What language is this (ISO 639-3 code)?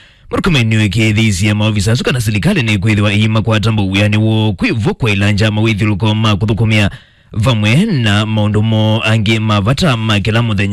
kam